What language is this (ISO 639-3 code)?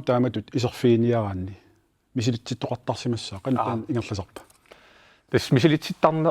kal